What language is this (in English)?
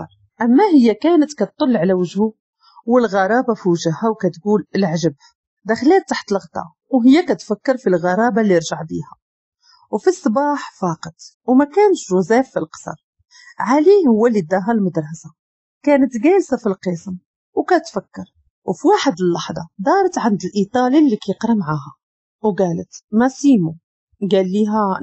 Moroccan Arabic